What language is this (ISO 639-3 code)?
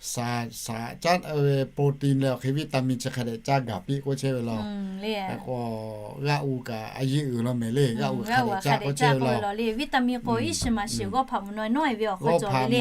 lhu